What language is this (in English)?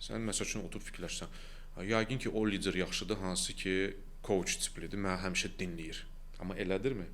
Azerbaijani